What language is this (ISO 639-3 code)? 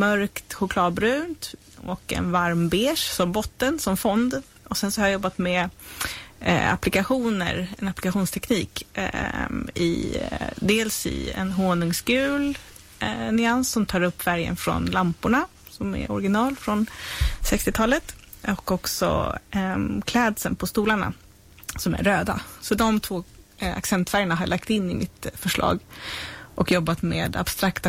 swe